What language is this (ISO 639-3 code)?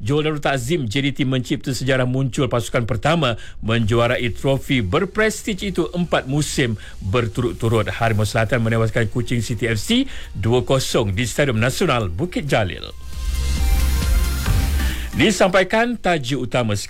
msa